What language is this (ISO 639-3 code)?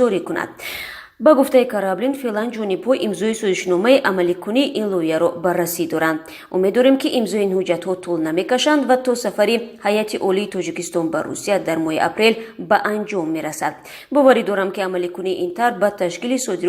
tgk